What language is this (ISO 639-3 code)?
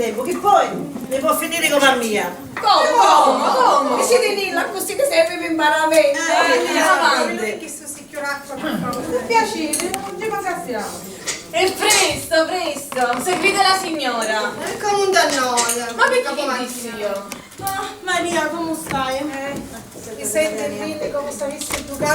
scn